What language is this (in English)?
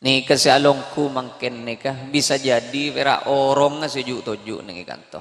Madurese